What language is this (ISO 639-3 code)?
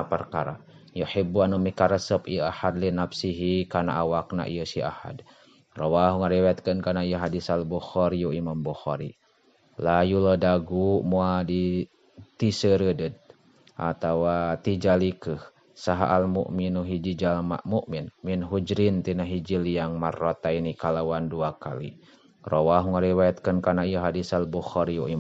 sun